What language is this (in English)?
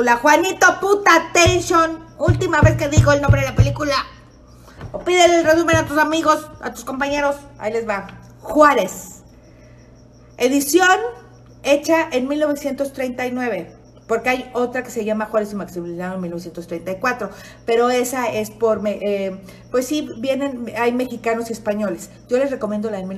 Spanish